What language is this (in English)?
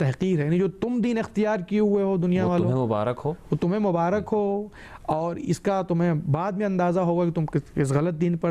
Urdu